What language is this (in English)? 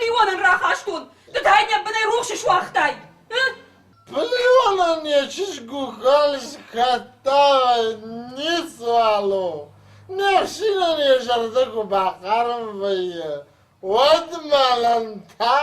Ossetic